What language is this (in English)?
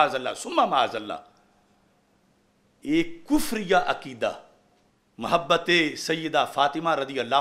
Urdu